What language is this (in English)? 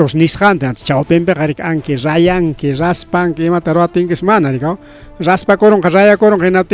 Ayacucho Quechua